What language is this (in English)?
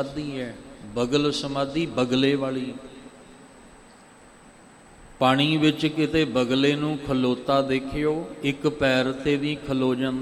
Punjabi